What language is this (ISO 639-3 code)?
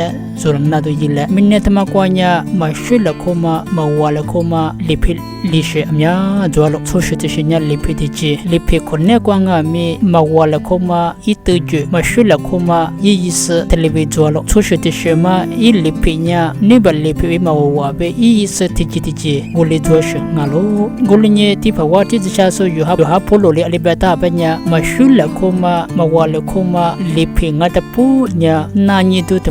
lis